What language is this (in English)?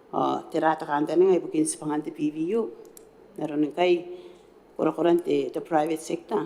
Gilbertese